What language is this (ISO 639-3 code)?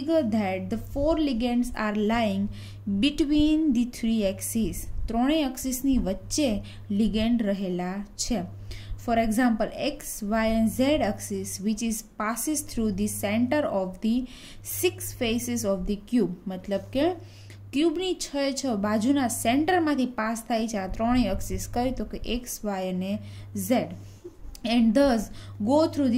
guj